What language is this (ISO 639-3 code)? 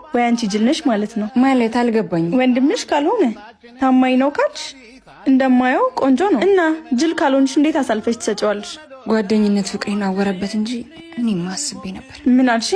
amh